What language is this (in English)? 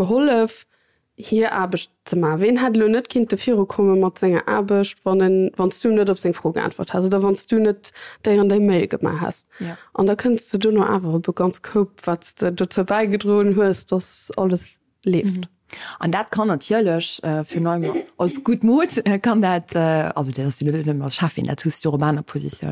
Luxembourgish